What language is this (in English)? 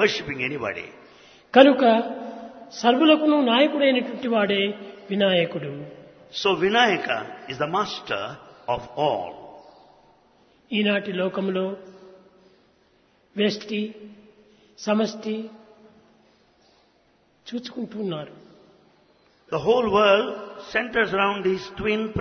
Telugu